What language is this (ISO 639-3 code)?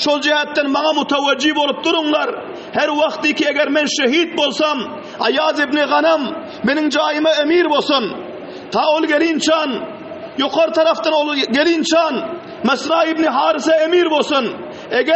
tuk